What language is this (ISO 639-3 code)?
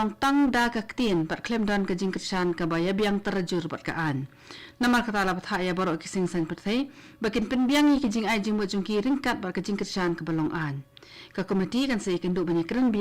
kha